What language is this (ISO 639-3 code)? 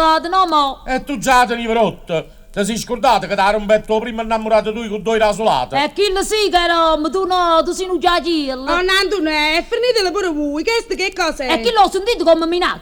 nap